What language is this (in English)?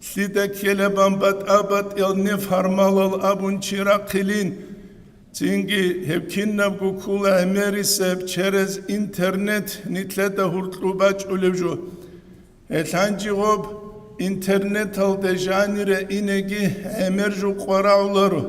Avaric